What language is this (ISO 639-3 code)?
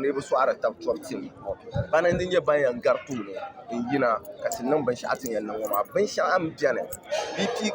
dag